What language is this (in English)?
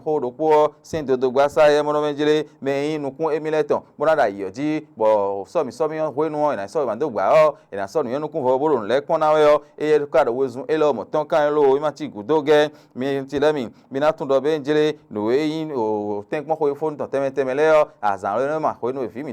Fon